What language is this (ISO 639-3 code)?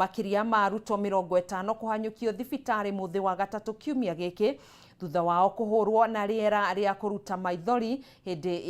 kik